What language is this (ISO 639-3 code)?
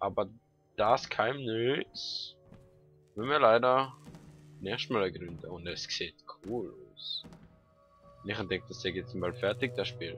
gsw